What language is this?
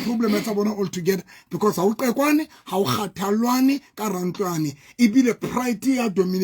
Southern Sotho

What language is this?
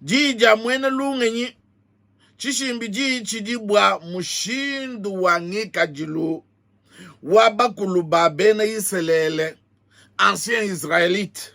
Luba-Lulua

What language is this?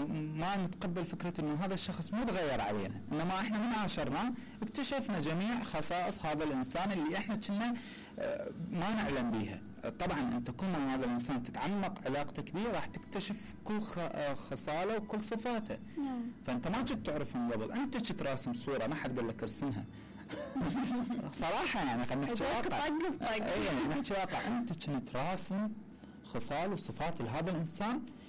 Mesopotamian Arabic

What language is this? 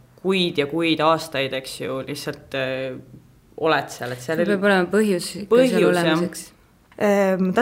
Estonian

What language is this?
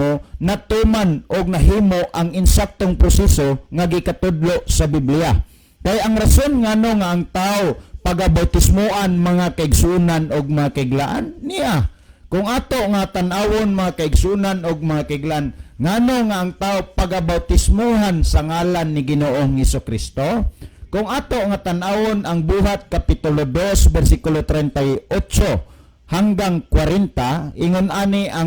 Cebuano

